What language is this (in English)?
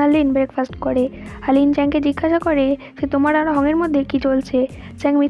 Bangla